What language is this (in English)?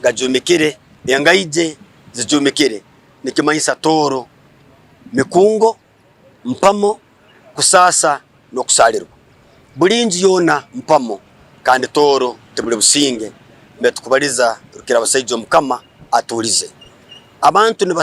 Tooro